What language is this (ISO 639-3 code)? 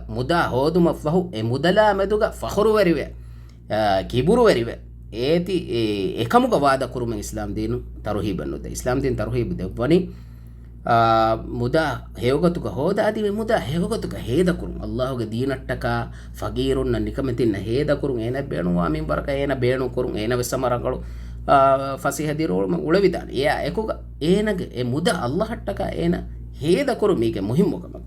div